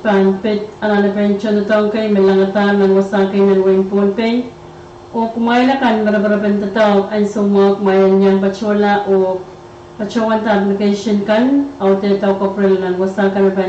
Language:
Pohnpeian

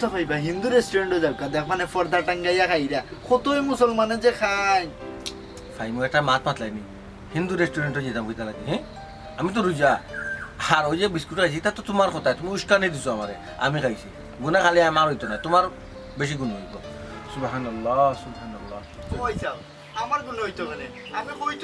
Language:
Sylheti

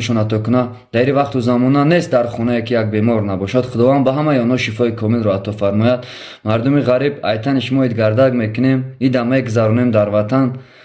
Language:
Tajik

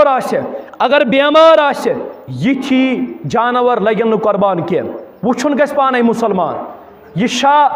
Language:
Kashmiri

